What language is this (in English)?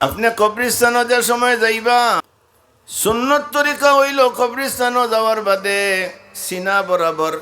Sylheti